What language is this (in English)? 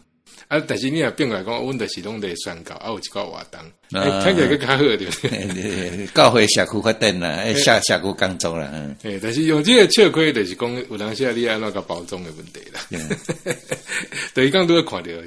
Min Nan Chinese